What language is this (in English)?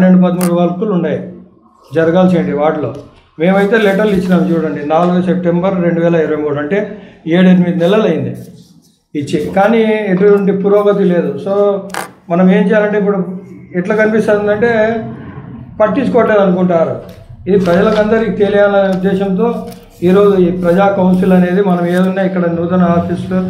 Telugu